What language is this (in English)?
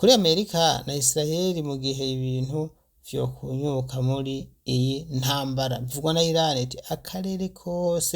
Rundi